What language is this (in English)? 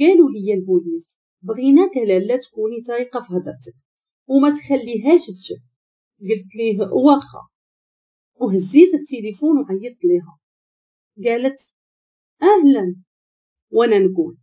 Moroccan Arabic